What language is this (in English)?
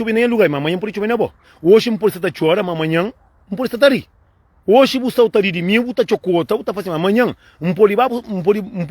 Kabuverdianu